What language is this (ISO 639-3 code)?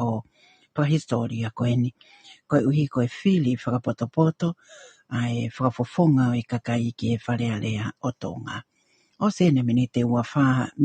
ton